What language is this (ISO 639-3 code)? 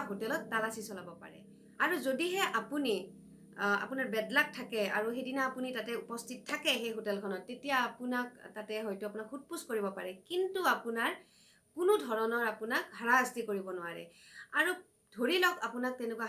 asm